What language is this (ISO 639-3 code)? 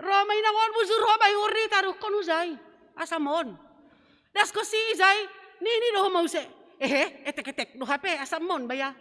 bts